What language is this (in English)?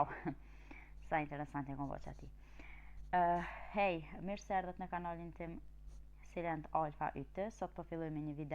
Albanian